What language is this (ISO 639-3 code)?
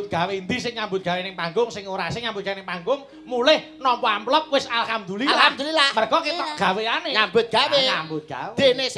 jav